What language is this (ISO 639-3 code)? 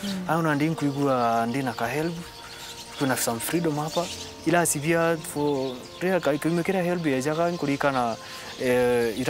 mer